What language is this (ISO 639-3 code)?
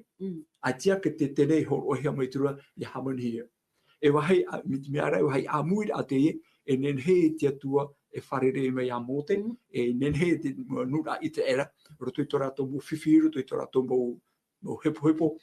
tah